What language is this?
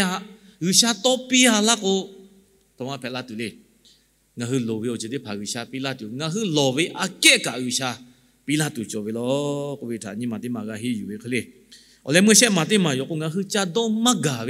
Lahu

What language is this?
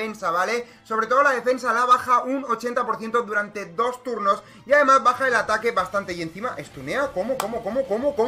Spanish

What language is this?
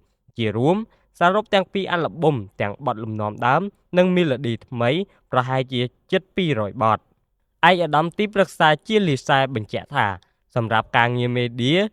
Khmer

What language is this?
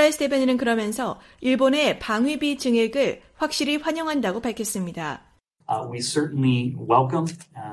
Korean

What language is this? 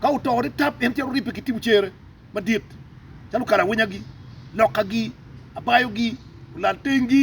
Acoli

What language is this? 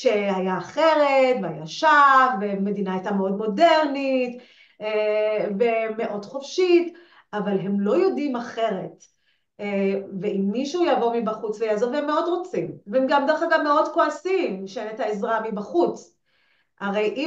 Hebrew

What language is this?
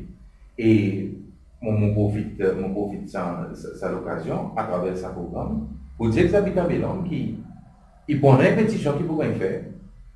Seselwa Creole French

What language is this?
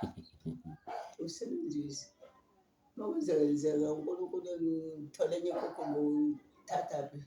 Zulu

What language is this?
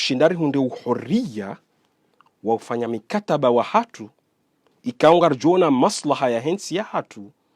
Ngazidja Comorian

